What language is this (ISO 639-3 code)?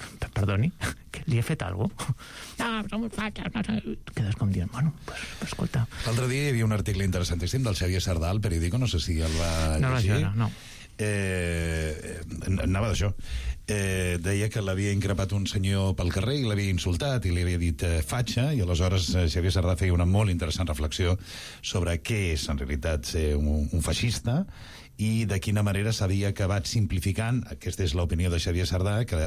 cat